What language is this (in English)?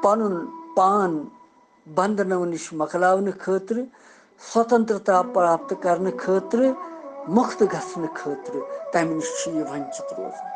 Kashmiri